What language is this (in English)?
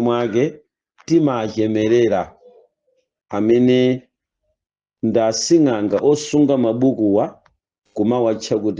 Nyanja